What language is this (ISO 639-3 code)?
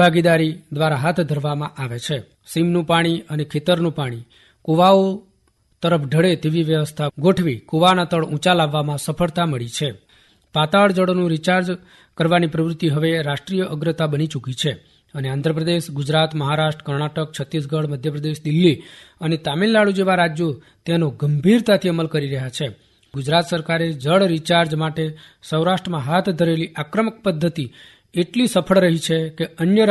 guj